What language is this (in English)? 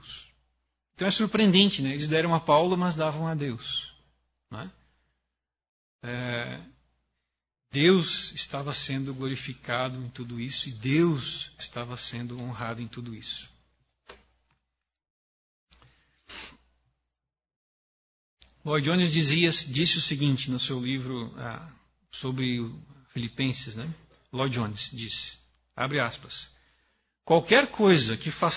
Portuguese